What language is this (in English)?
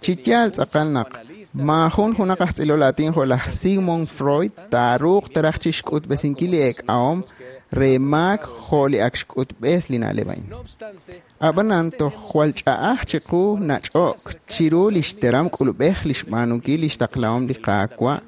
Kekchí